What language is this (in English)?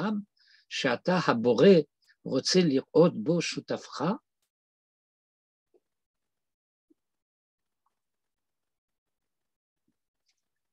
Hebrew